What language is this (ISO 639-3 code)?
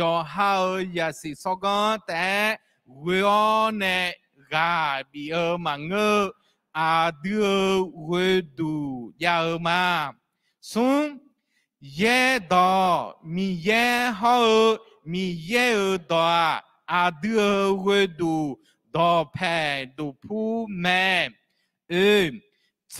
ahk